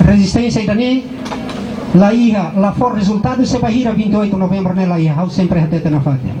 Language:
Tetum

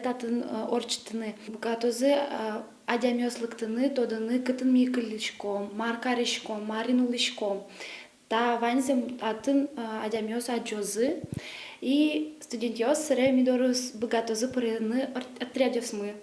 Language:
Udmurt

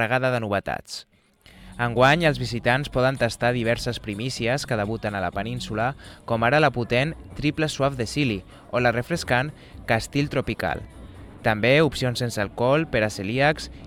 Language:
Catalan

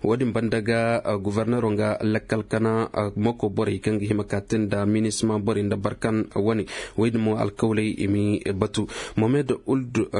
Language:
Koyraboro Senni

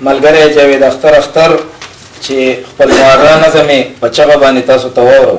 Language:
Pashto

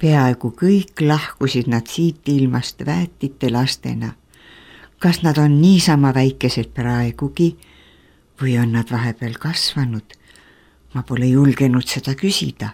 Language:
Estonian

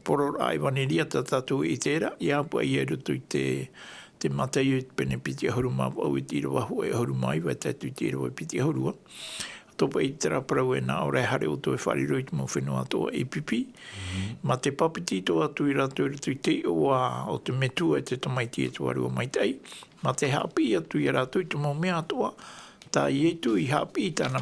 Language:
Tahitian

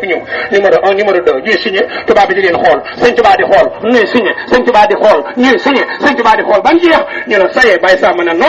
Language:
Wolof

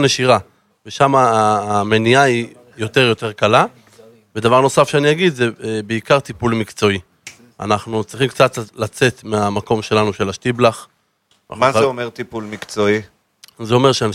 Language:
Hebrew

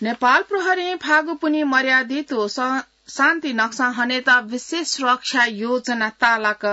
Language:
Newari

